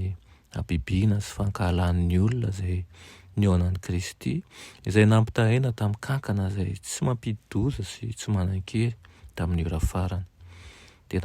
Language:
Malagasy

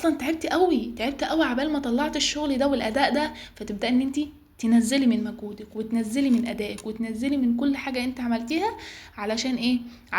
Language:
Egyptian Arabic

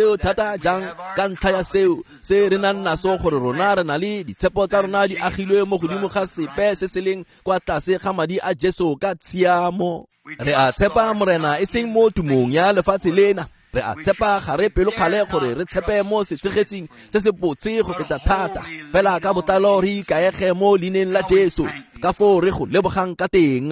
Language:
Tswana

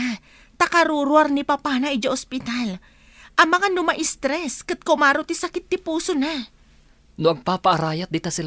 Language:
Iloko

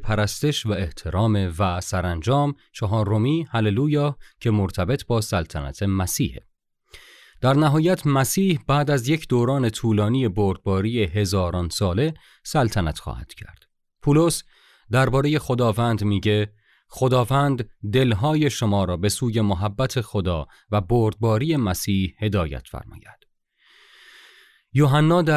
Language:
Persian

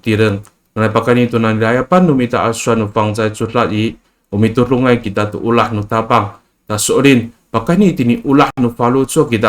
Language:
Amis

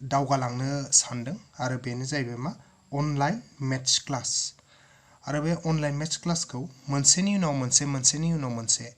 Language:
Bodo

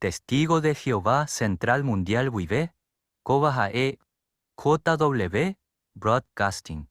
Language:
Guarani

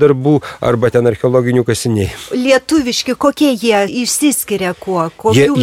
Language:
Lithuanian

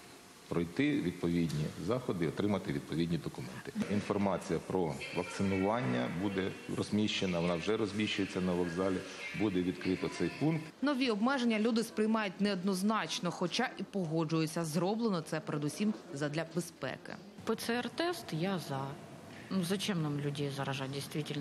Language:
Ukrainian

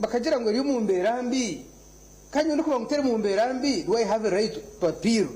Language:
Nyankole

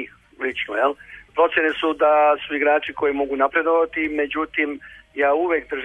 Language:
Serbian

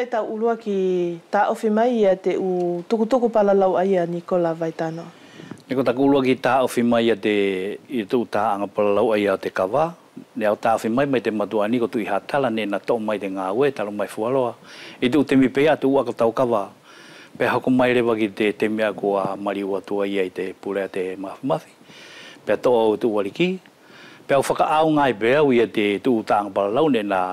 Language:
Wallisian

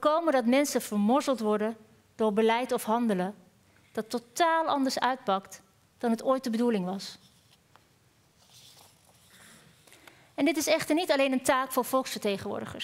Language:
Dutch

